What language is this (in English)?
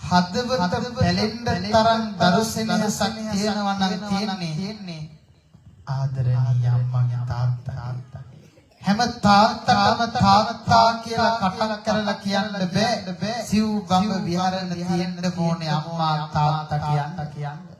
Sinhala